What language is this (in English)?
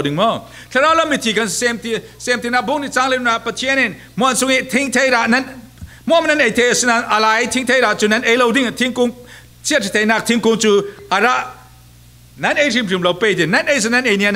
Falam Chin